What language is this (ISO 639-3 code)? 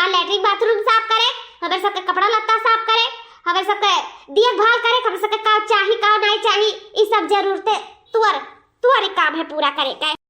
awa